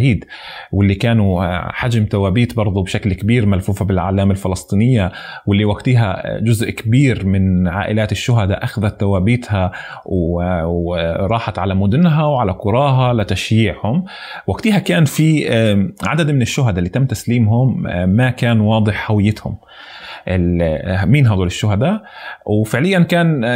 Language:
North Levantine Arabic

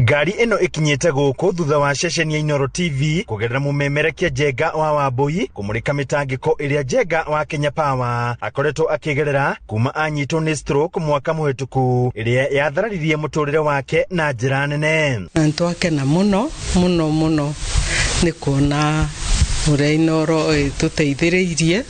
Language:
Kikuyu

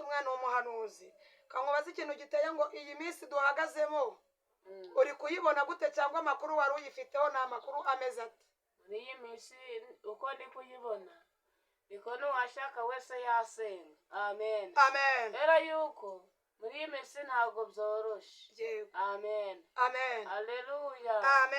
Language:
Kinyarwanda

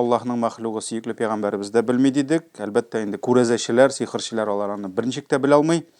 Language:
Tatar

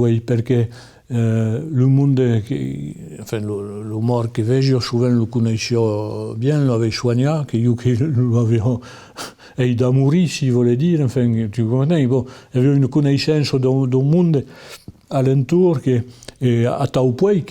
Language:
Occitan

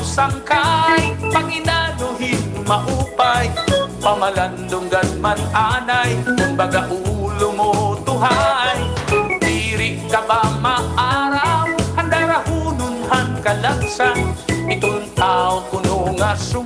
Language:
Waray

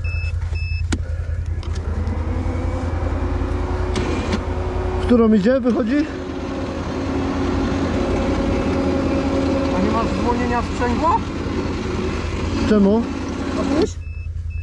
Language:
Polish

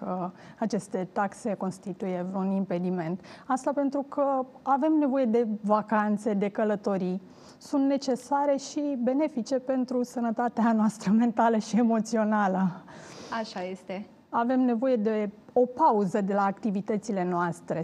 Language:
Romanian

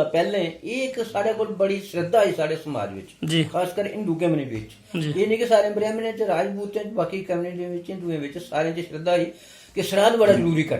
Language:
Dogri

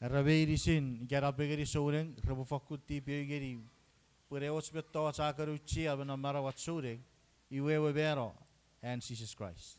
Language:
Chuukese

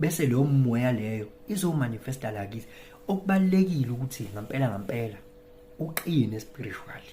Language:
Zulu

